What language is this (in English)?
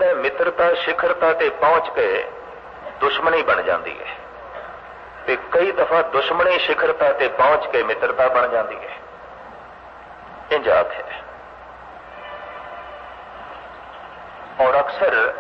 Punjabi